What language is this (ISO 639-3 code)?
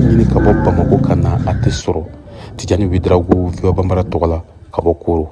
bam